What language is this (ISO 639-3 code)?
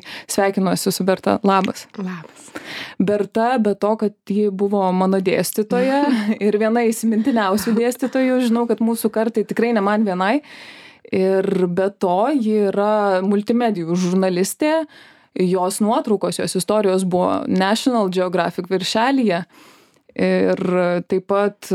lit